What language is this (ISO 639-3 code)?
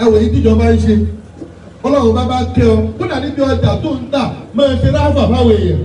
yor